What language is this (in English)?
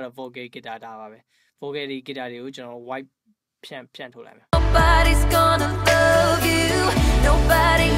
Burmese